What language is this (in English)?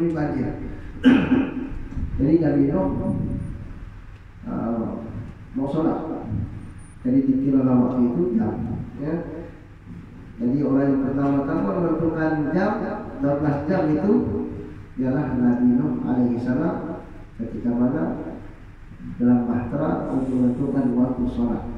Malay